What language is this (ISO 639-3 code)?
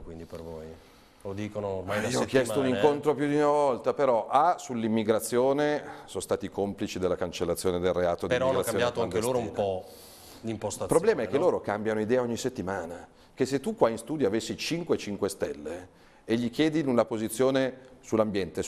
ita